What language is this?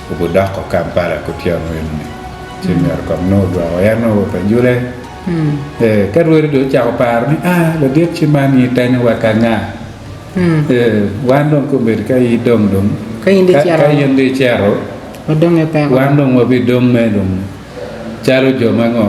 Acoli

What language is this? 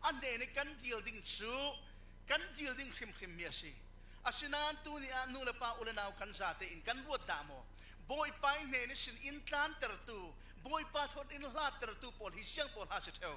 Falam Chin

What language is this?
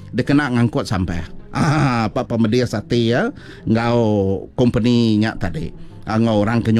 Iban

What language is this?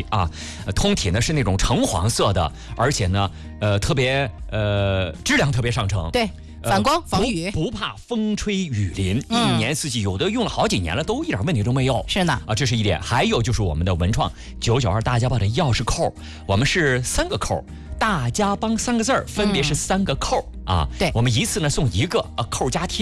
Chinese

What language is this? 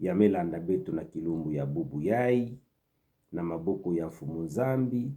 Kituba (Democratic Republic of Congo)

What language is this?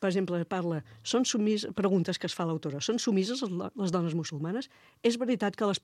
Catalan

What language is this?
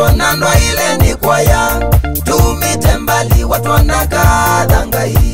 Swahili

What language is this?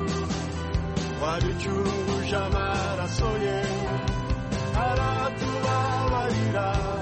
Kinyarwanda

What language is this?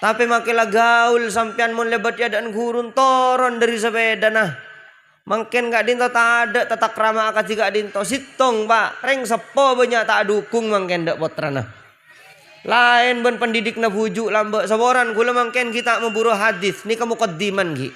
Madurese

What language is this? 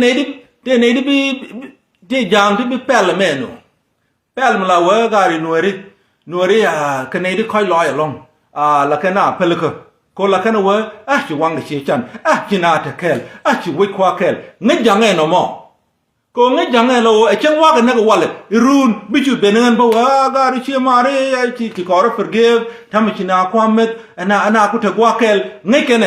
Nuer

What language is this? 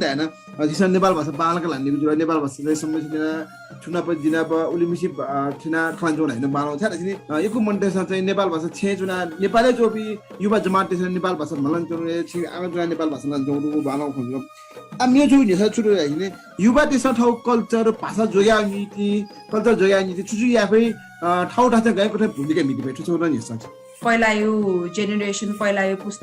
Newari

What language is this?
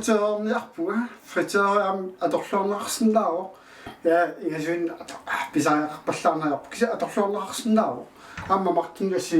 Kalaallisut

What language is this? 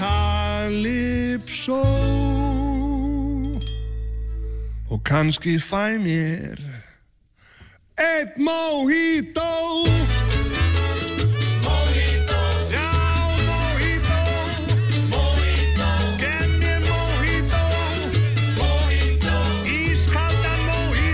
Icelandic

